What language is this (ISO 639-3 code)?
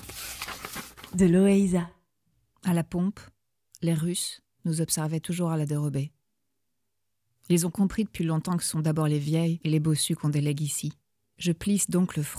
fra